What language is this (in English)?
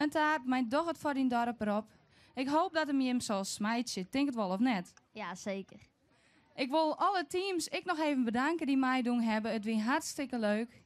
Western Frisian